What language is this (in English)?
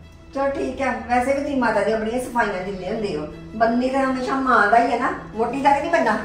Punjabi